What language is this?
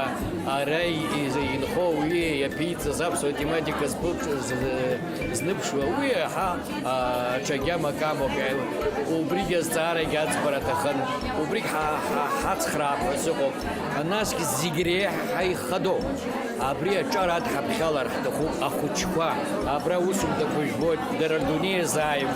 Abkhazian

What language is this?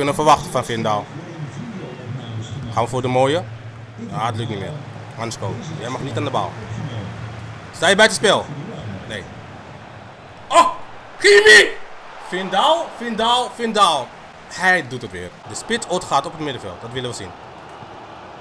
Dutch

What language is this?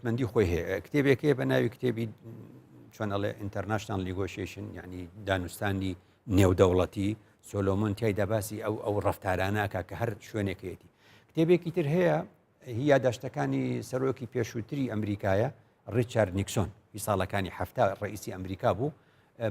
Central Kurdish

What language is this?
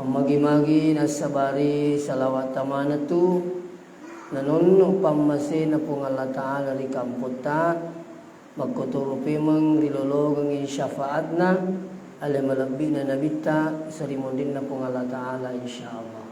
Buginese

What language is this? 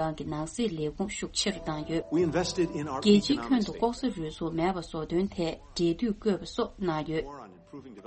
Tibetan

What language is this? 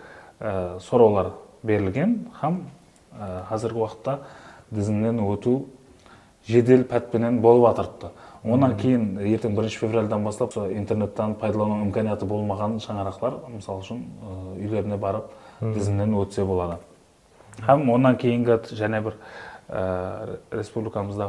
Kara-Kalpak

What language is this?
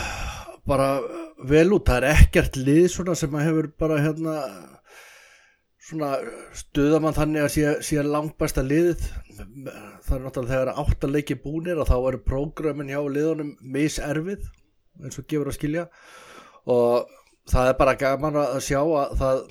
Icelandic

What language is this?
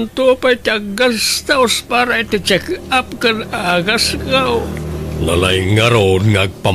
Iloko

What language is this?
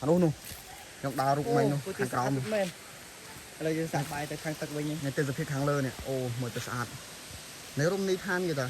Khmer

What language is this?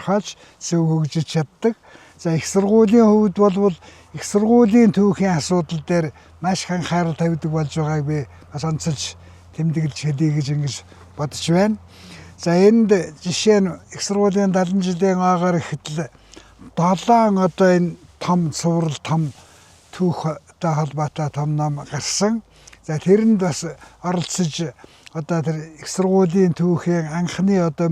Mongolian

